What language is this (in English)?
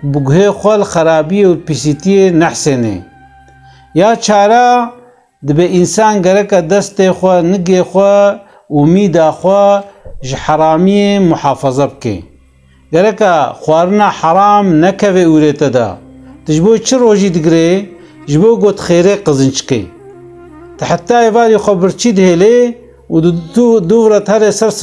Kurdish